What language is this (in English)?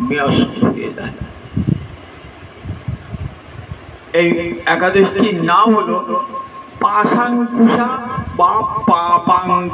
Bangla